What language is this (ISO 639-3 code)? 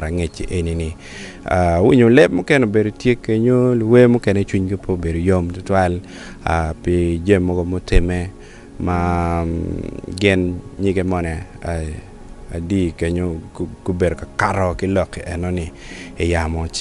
ach